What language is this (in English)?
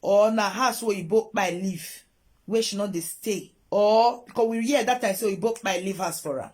Nigerian Pidgin